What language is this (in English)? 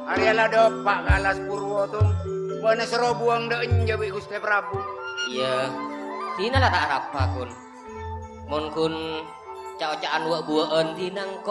Madurese